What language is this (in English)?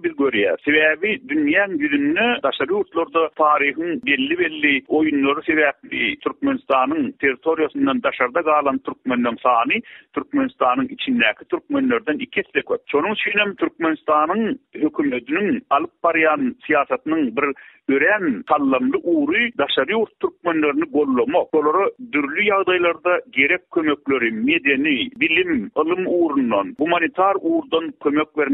Turkmen